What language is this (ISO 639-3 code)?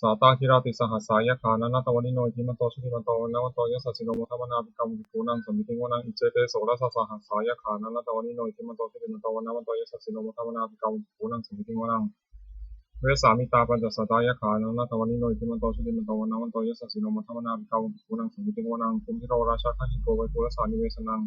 pli